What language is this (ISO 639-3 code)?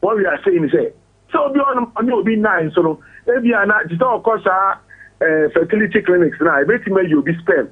aka